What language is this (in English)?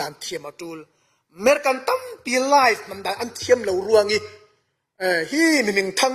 Falam Chin